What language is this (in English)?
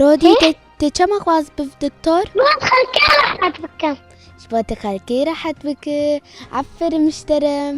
Kurdish